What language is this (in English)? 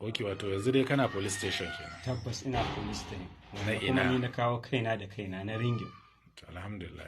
Hausa